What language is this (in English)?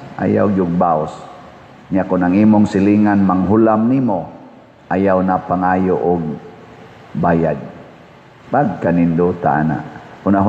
Cebuano